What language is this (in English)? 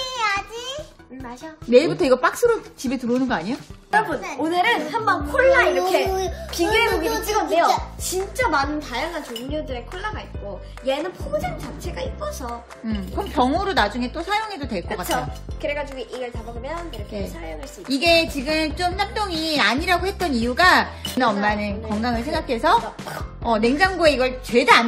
Korean